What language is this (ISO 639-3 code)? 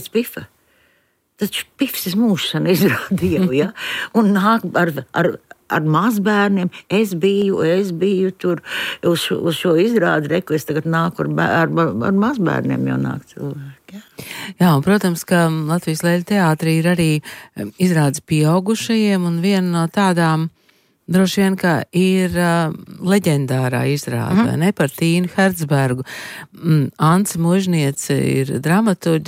lav